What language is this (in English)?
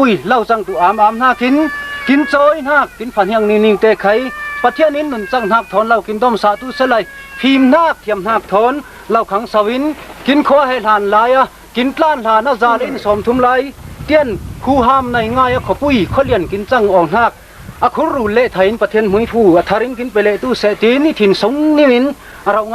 Falam Chin